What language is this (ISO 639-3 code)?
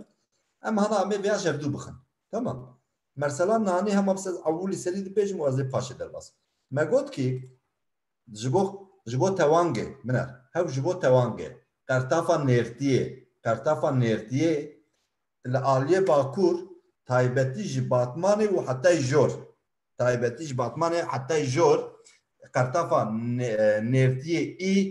kur